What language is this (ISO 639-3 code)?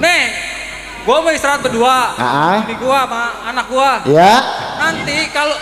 bew